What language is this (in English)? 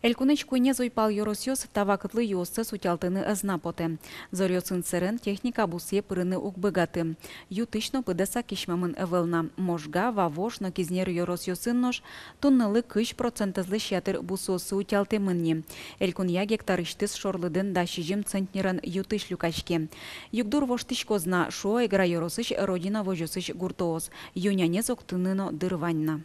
Udmurt